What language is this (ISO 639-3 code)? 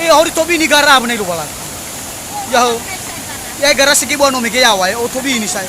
nia